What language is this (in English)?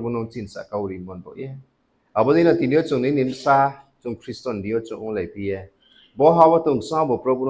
Riang (India)